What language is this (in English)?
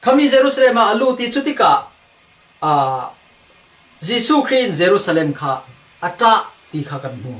Falam Chin